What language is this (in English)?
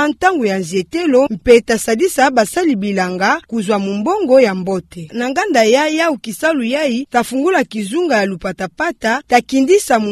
Kituba (Democratic Republic of Congo)